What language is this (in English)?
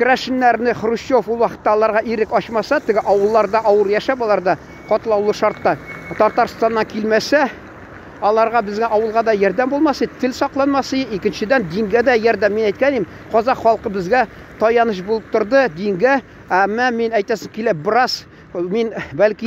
Tatar